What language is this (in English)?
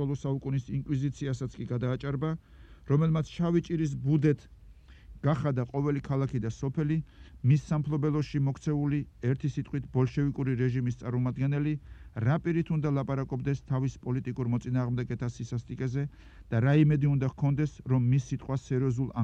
Georgian